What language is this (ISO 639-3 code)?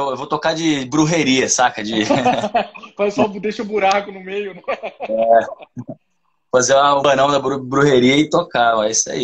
por